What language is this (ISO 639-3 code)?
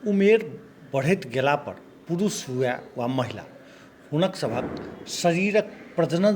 mai